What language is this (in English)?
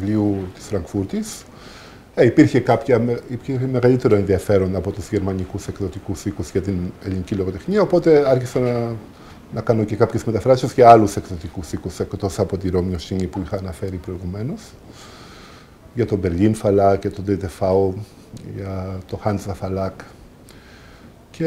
Greek